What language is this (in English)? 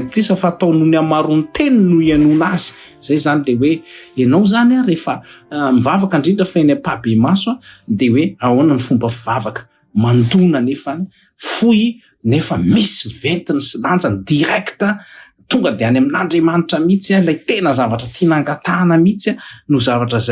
Malagasy